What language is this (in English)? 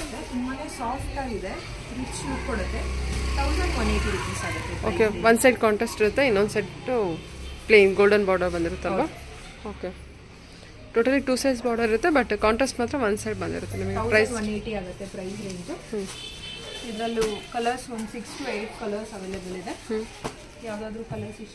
Kannada